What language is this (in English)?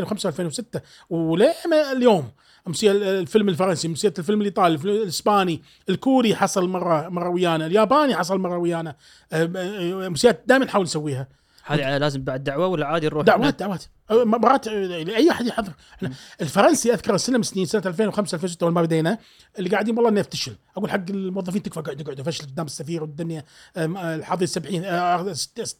Gulf Arabic